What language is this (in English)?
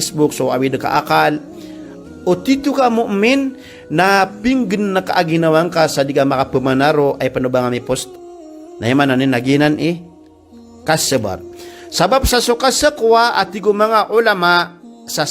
Maranao